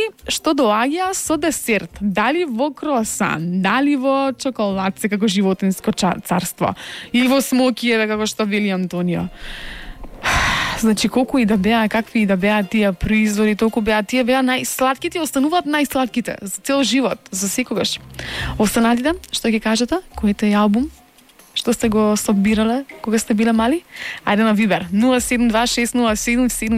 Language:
Macedonian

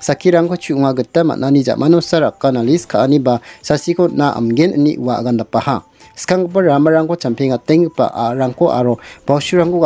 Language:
Garo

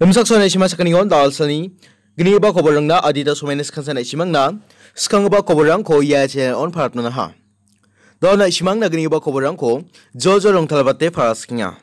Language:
Garo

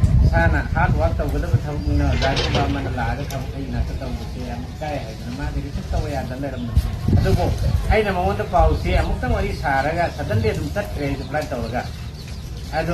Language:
Manipuri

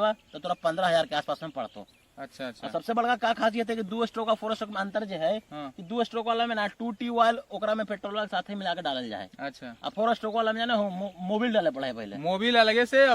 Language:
Magahi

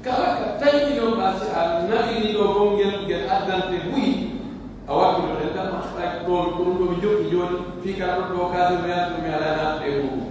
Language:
Pular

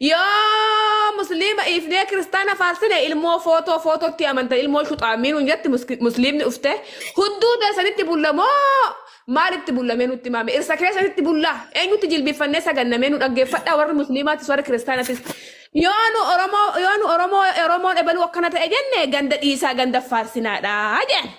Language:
Oromo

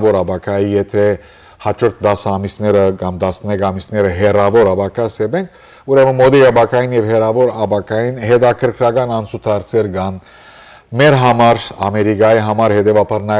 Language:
Western Armenian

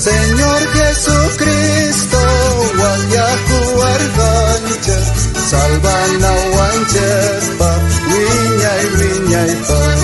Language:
South Bolivian Quechua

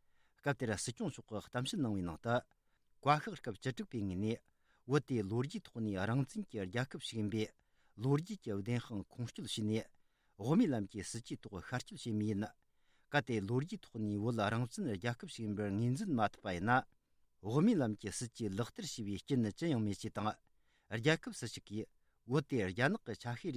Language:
Tibetan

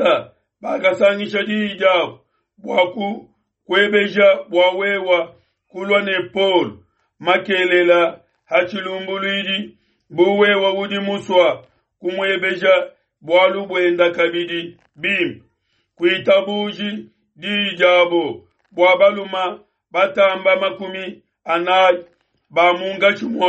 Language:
Luba-Lulua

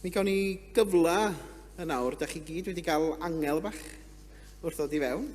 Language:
Welsh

